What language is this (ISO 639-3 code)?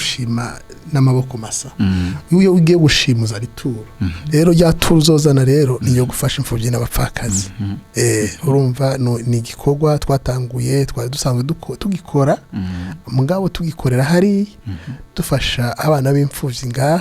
run